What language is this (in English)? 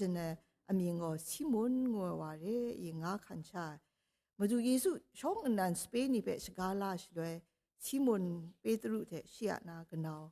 Kachin